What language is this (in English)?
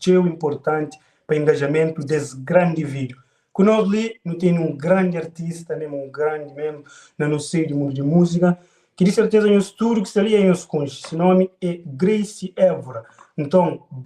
Kabuverdianu